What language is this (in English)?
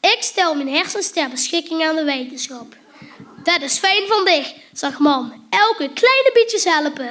Limburgish